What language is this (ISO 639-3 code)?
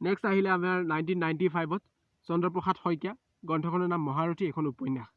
asm